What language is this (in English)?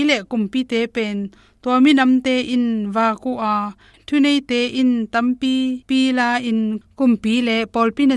Tedim Chin